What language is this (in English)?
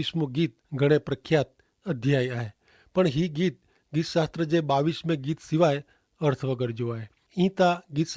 Kachhi